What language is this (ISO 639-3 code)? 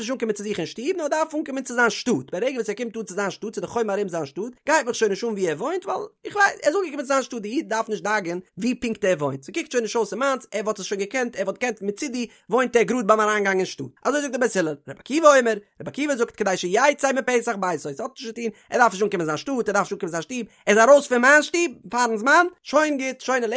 yid